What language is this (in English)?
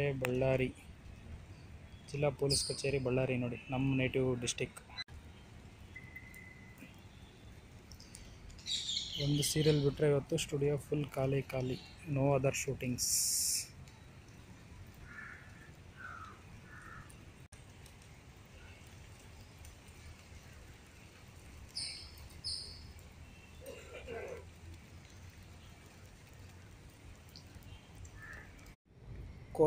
Kannada